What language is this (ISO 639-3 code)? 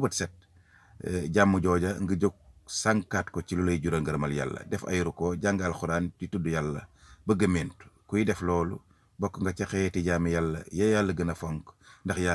wol